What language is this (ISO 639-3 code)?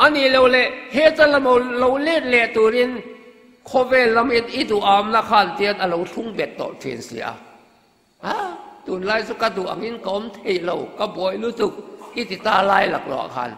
lus